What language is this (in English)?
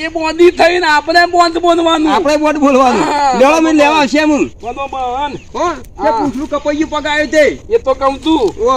Gujarati